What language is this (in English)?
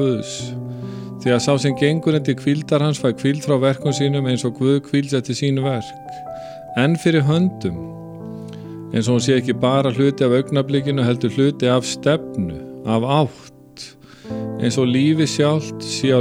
Icelandic